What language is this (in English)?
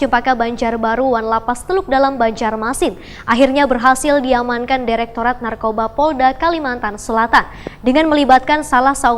Banjar